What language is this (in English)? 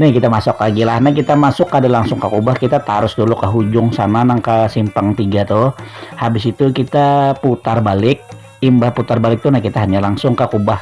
Banjar